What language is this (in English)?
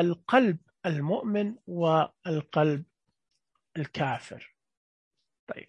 Najdi Arabic